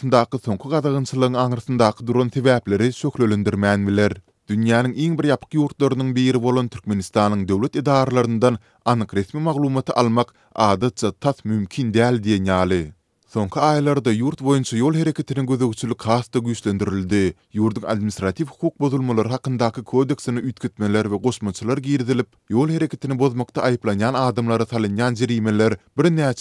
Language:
Turkmen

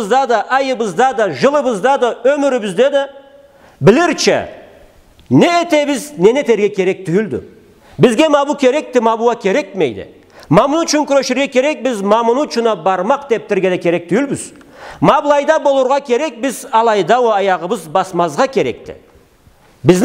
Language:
Karachay-Balkar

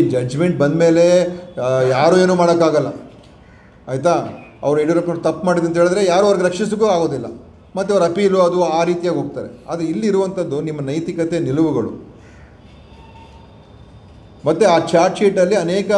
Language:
Kannada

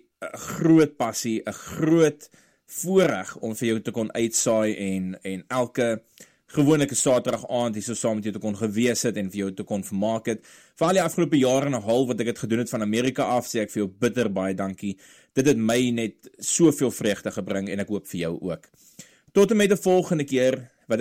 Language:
Afrikaans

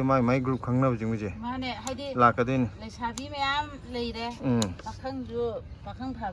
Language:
Manipuri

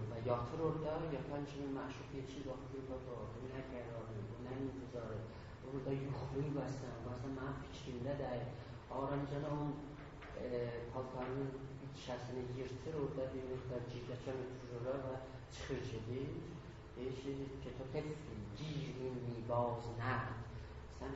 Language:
South Azerbaijani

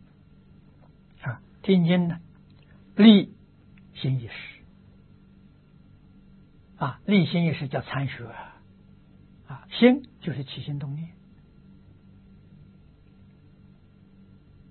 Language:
Chinese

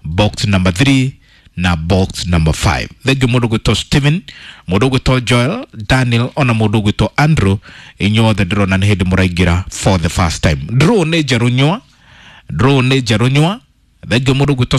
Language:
Kikuyu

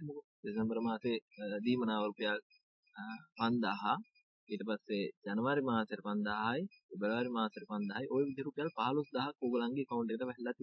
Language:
Sinhala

